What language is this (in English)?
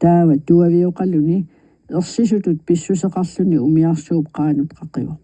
Kalaallisut